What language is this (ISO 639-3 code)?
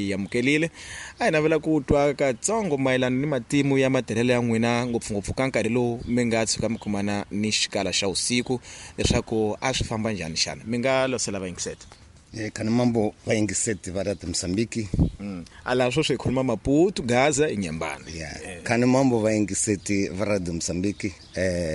tso